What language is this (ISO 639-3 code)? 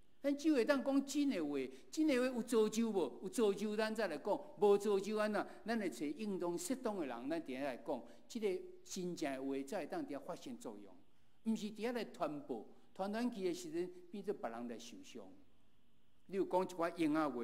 nan